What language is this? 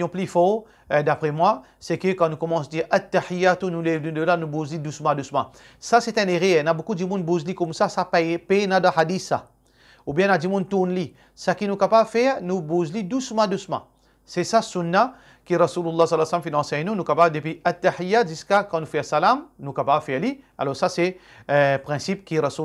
Morisyen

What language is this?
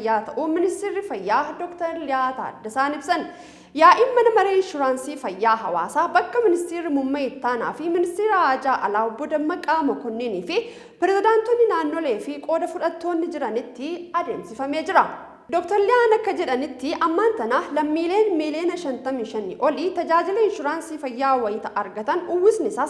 Oromo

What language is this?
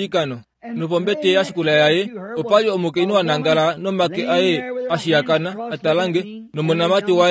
Kuanyama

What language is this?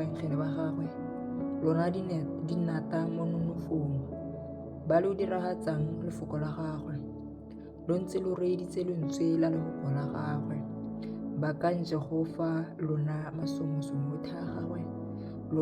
Tswana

